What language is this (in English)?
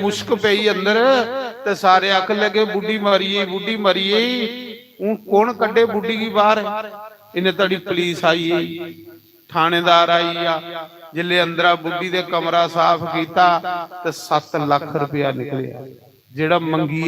Dogri